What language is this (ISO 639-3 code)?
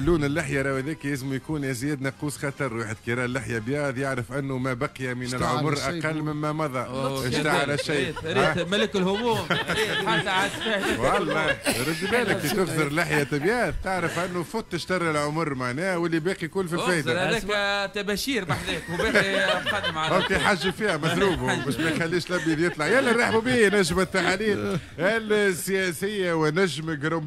aeb